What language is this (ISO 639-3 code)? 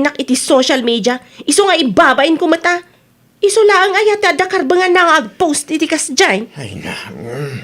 ilo